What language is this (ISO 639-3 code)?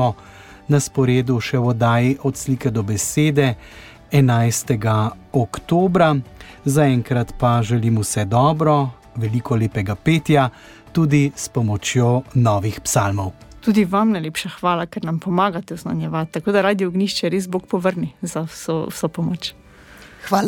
slv